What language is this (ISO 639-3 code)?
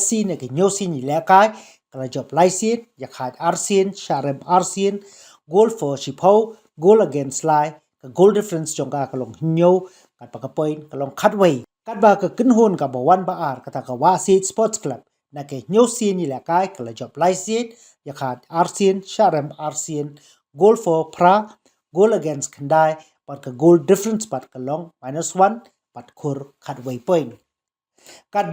kha